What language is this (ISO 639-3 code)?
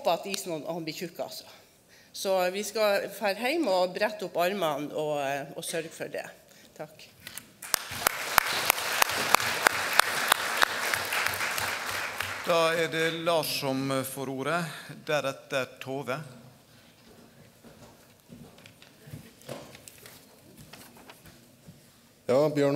nor